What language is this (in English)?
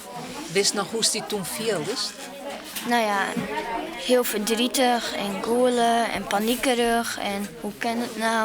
Western Frisian